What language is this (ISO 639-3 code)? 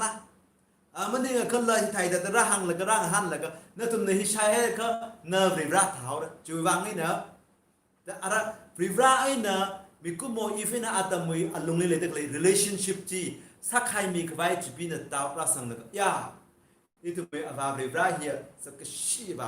nmf